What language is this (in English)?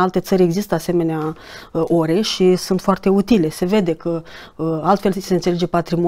Romanian